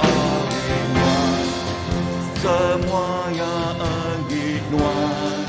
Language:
Iban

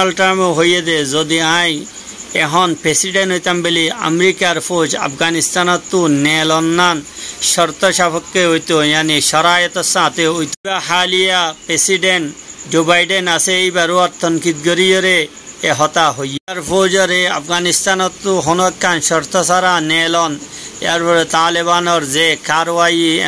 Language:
Rohingya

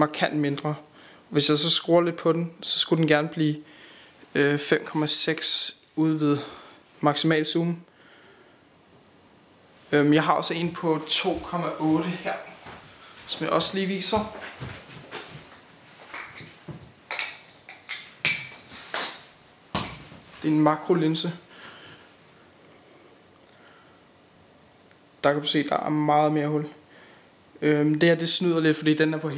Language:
Danish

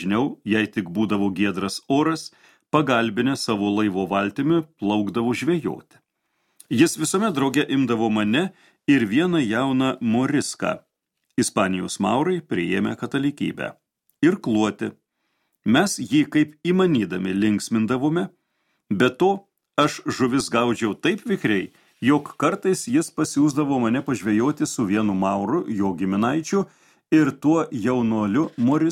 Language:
Lithuanian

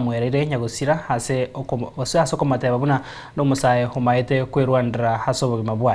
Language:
Gusii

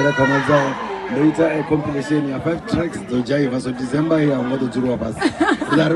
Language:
Venda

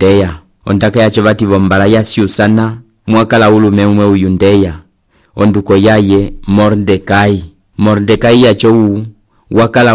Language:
Umbundu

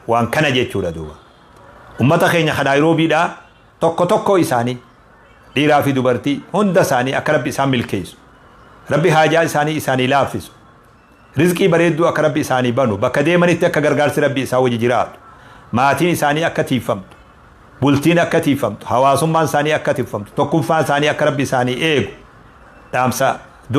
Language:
Oromo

